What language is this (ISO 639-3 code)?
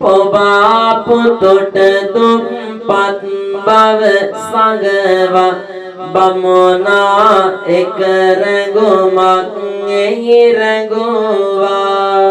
sin